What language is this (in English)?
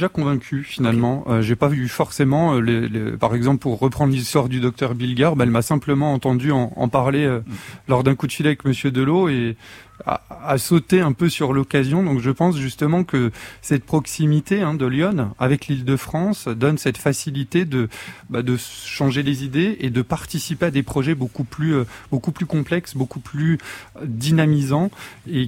French